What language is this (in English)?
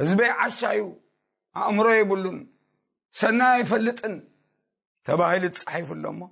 Tigrinya